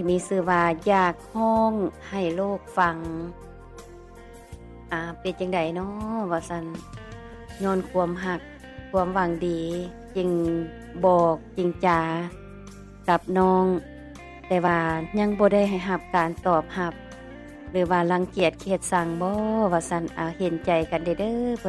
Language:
Lao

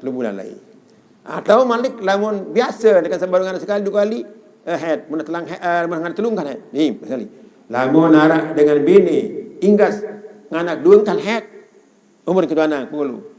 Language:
Sasak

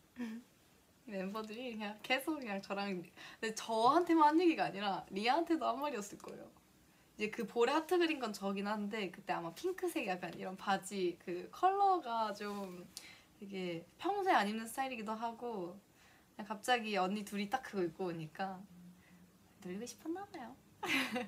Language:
Korean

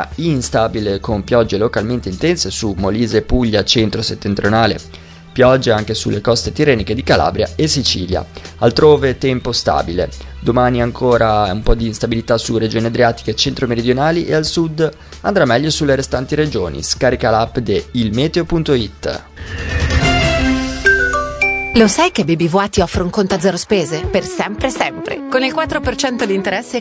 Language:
Italian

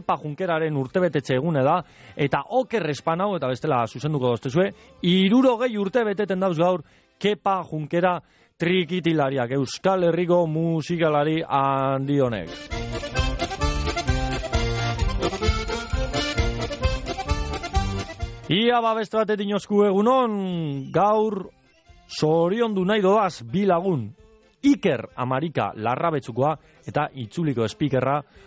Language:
Basque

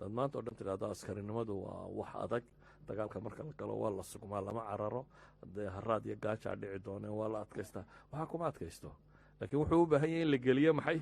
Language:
Somali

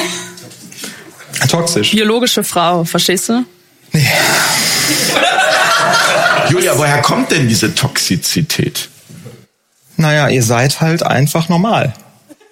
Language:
German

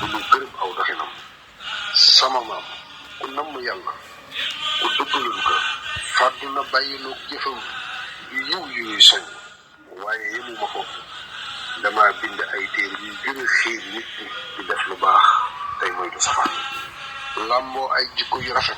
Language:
Wolof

